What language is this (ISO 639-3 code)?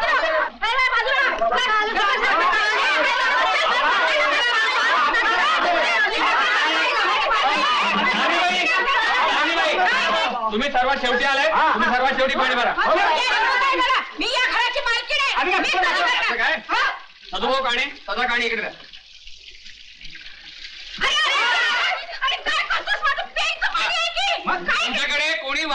mar